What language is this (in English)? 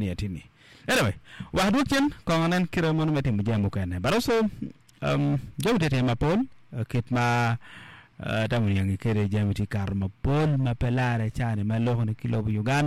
Acoli